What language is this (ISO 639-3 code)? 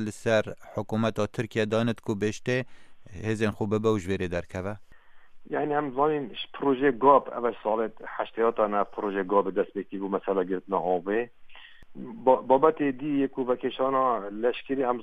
kur